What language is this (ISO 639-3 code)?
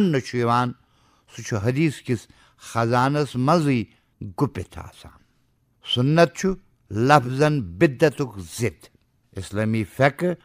kas